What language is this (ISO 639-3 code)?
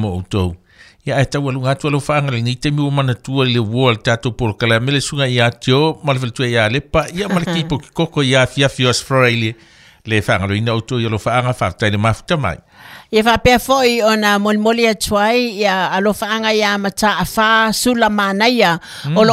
smo